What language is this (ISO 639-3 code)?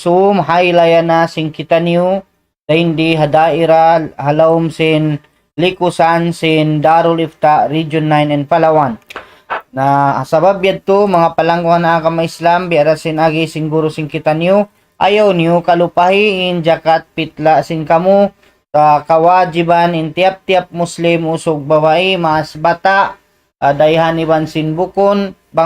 tsg